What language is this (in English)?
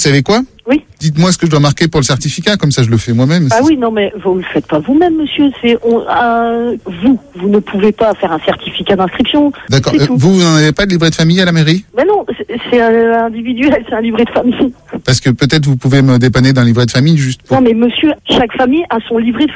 French